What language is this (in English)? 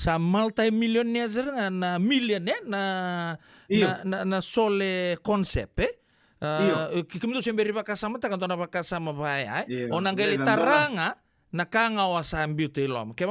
Fijian